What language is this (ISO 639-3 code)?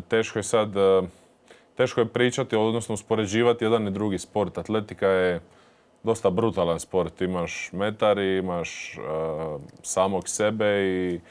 hrv